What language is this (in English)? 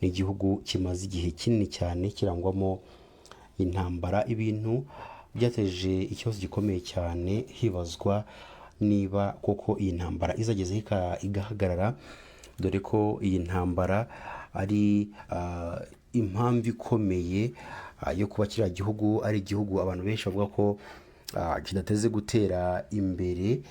Kinyarwanda